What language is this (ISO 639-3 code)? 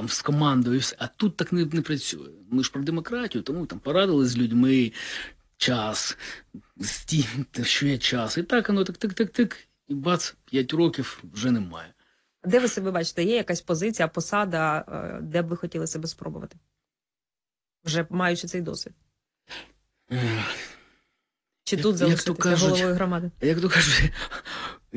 ukr